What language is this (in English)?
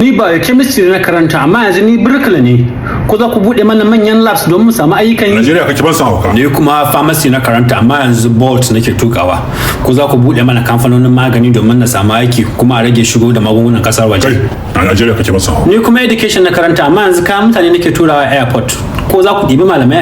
Hausa